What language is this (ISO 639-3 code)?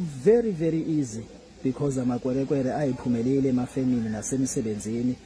zul